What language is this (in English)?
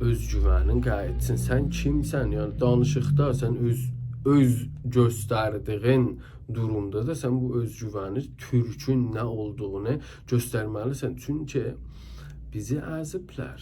South Azerbaijani